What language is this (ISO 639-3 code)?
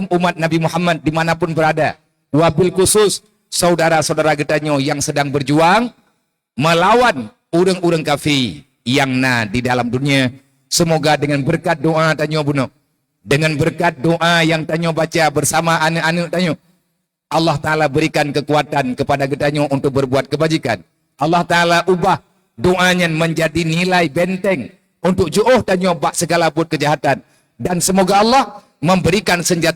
ace